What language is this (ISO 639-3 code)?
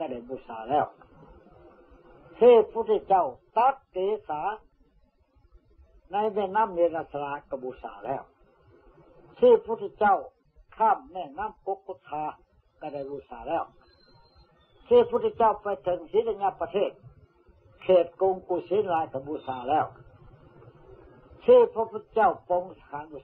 tha